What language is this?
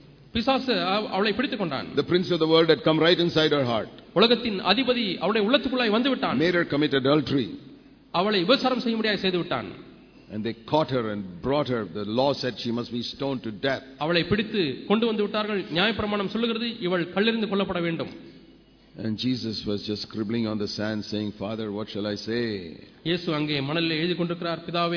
Tamil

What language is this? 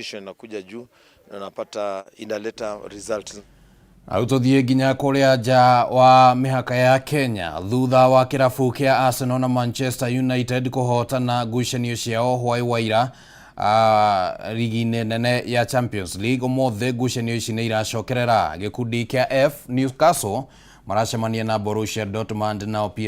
Kikuyu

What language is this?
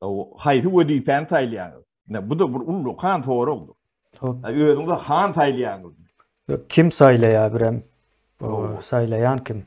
Turkmen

